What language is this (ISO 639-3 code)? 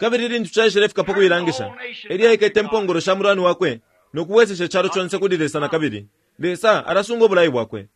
bem